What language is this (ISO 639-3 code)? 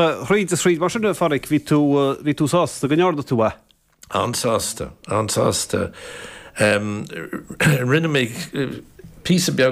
gle